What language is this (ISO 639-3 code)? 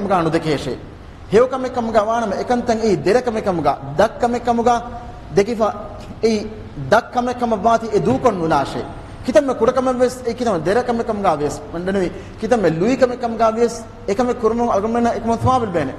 div